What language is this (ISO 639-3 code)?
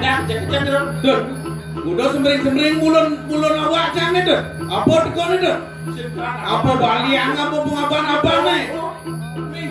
ban